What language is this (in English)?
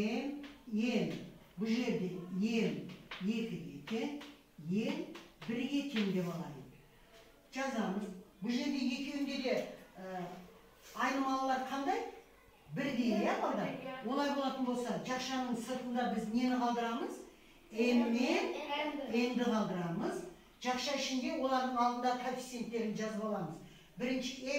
Kazakh